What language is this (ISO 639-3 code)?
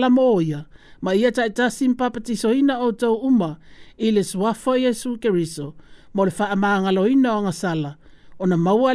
smo